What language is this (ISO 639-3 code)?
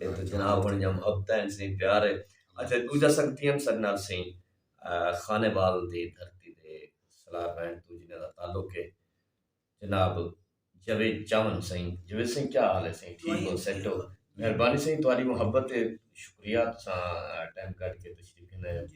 skr